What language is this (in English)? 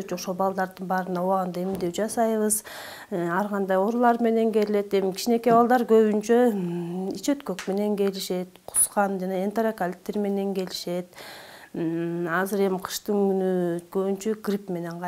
Kyrgyz